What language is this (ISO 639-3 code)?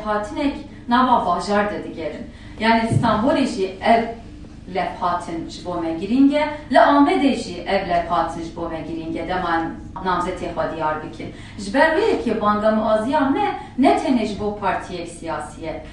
kur